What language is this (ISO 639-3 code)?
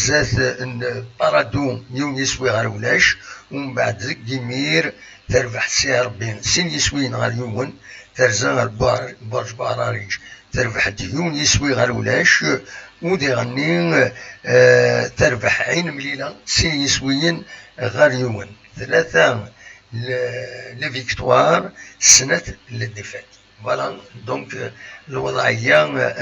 kab